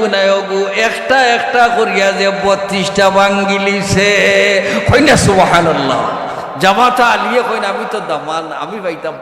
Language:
Sylheti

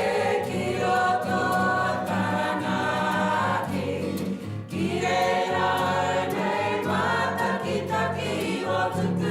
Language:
Māori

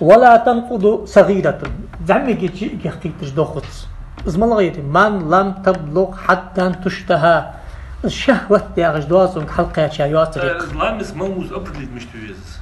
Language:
Ingush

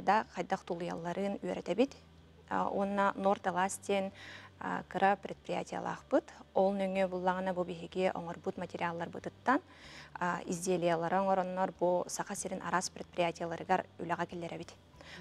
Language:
Yakut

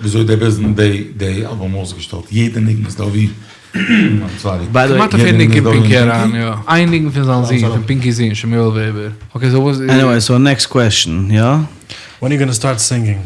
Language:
Yiddish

